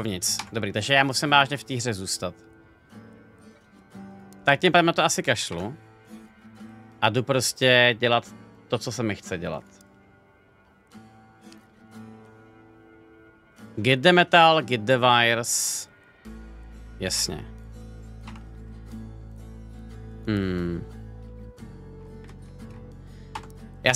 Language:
Czech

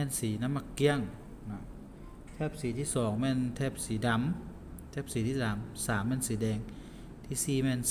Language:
Lao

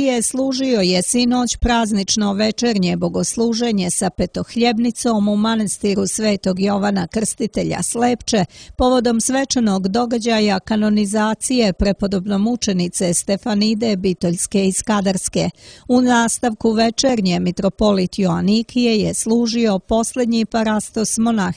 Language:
Serbian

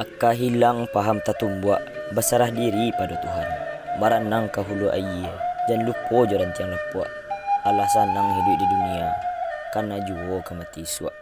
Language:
Minangkabau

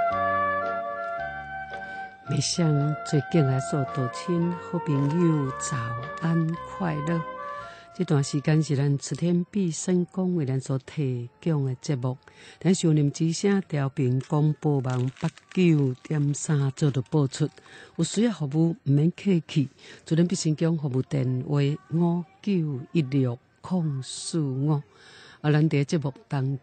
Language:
Min Nan Chinese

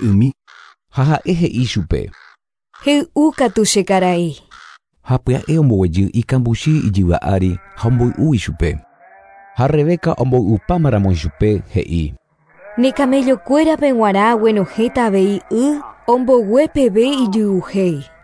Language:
Guarani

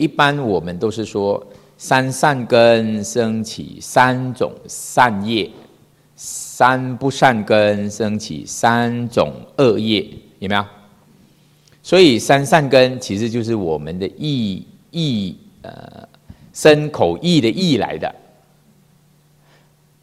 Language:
Chinese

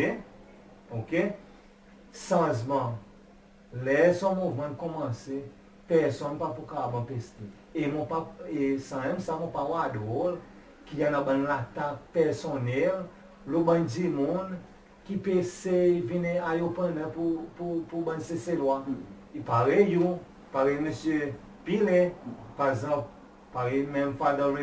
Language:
Seselwa Creole French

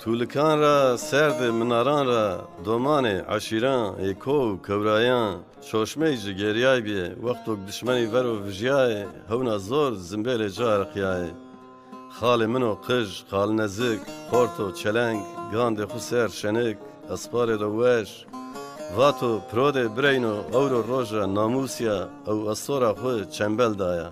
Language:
Zaza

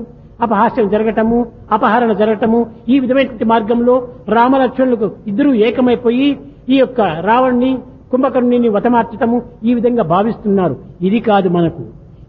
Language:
Telugu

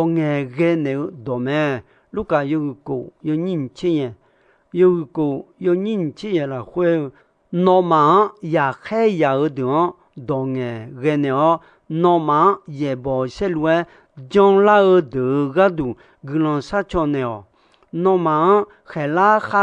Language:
Akha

